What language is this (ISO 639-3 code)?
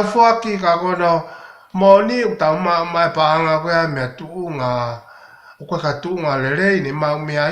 ton